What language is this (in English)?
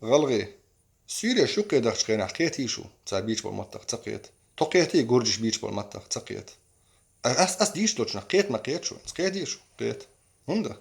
Chechen